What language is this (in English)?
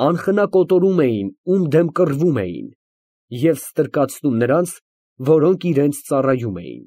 Armenian